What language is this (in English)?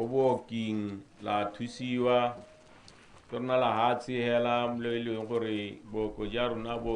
Tswana